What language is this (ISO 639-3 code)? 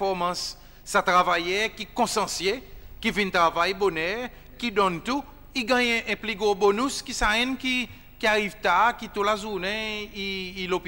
crs